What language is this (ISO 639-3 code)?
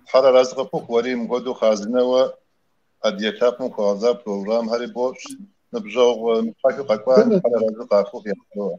kbd